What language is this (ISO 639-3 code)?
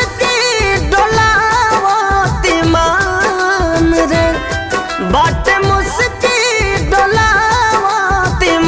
bho